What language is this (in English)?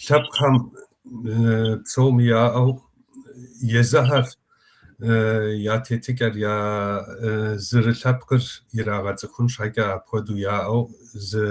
Kabardian